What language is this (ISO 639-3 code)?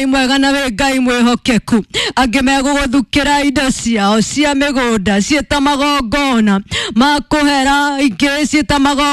kik